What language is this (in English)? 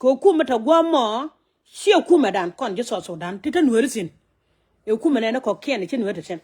Nuer